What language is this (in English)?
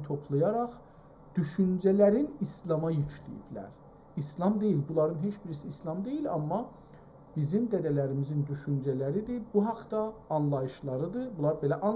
South Azerbaijani